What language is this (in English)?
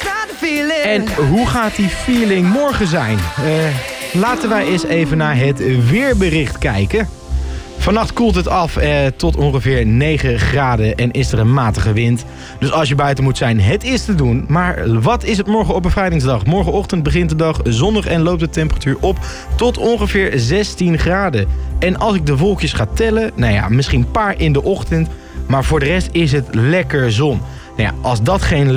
Dutch